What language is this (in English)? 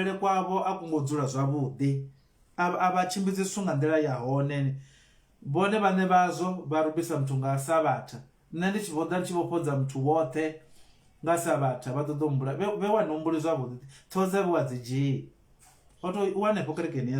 Venda